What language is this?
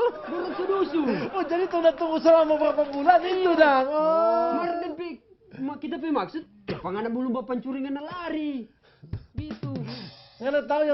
Manado Malay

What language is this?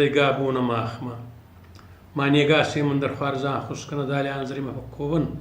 Ossetic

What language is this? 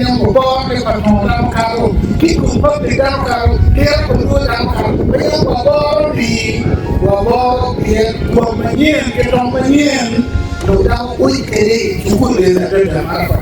Acoli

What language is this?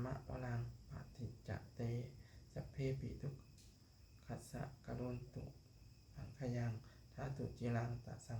Pali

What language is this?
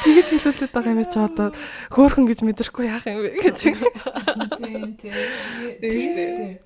Mongolian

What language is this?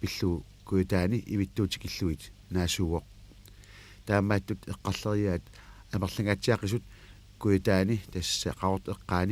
Kalaallisut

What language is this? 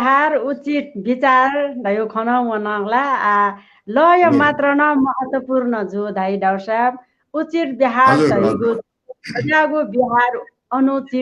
Newari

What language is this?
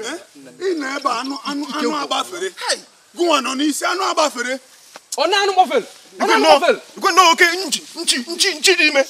Igbo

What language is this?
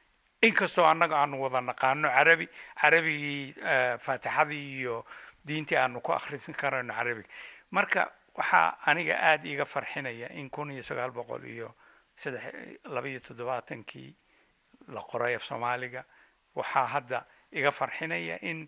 Somali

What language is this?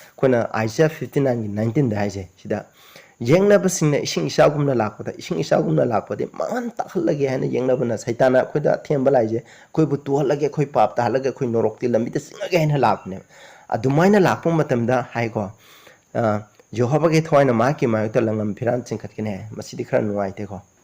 Manipuri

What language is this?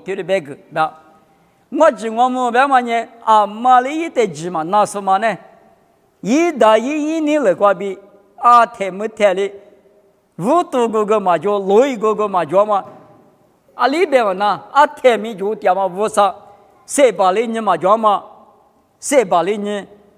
Lisu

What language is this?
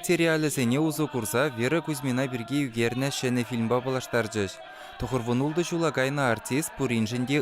Chuvash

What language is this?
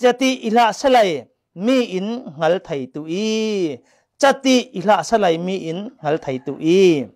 Falam Chin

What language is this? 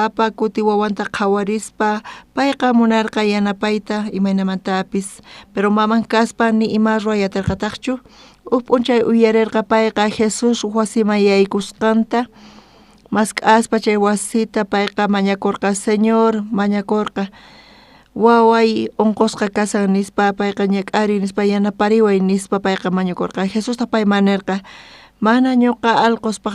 South Bolivian Quechua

